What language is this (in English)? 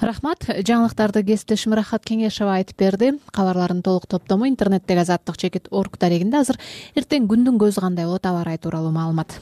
Kyrgyz